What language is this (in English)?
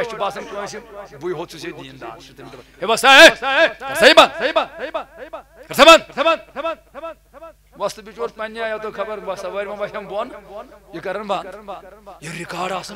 Kashmiri